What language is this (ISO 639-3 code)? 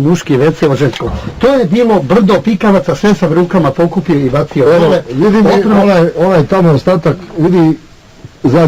bos